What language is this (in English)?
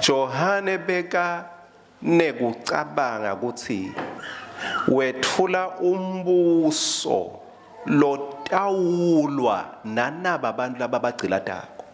Swati